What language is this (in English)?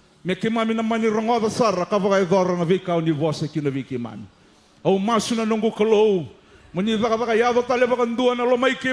Fijian